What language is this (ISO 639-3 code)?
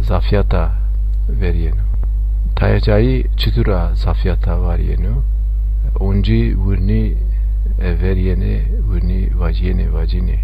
zza